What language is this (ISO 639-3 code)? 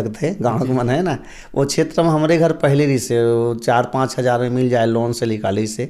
hne